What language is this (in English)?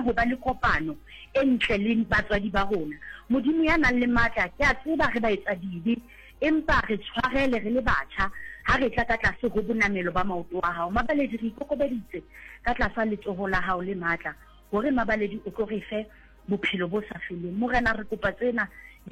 Southern Sotho